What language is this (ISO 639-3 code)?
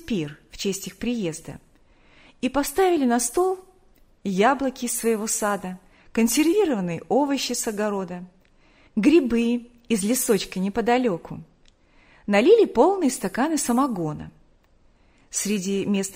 rus